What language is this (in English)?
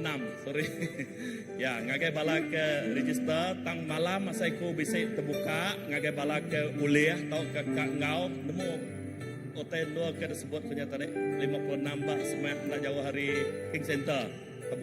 Iban